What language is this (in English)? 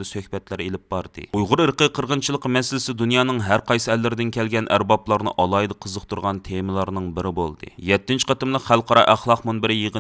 Uyghur